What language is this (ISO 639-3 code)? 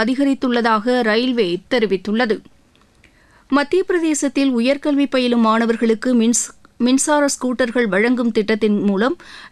tam